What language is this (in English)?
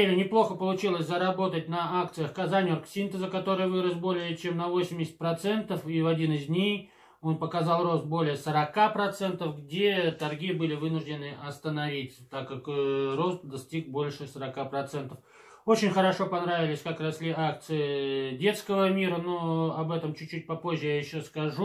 Russian